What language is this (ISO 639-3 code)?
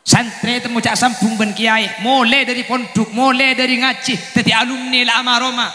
mad